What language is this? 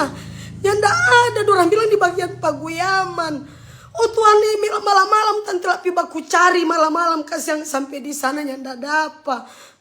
Manado Malay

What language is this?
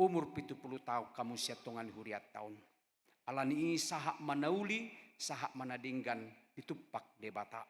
Batak Toba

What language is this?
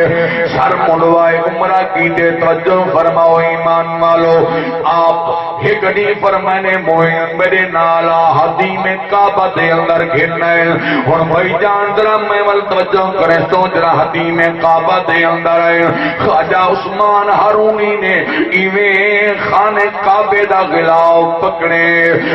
Saraiki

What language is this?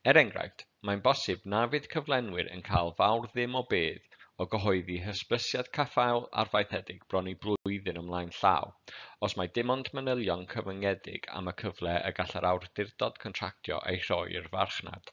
Welsh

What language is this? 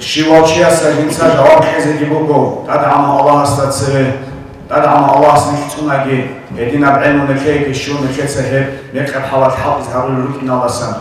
Avaric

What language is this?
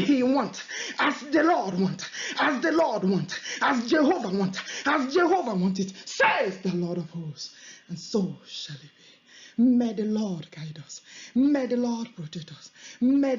Igbo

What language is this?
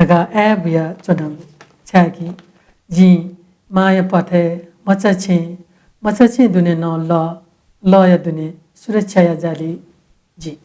Newari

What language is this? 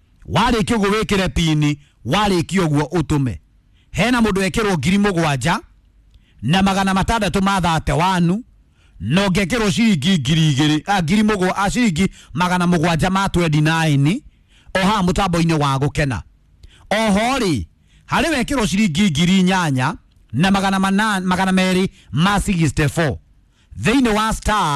Kikuyu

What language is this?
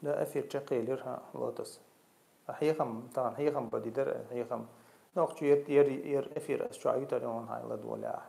Chechen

